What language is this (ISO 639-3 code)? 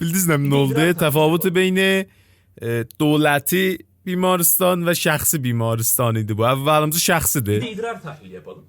azb